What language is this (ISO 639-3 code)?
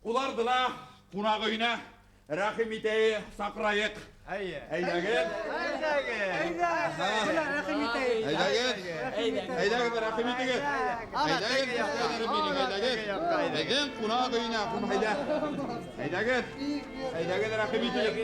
bak